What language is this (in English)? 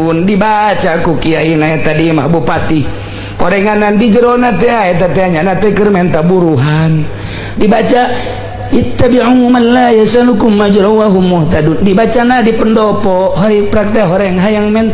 Sundanese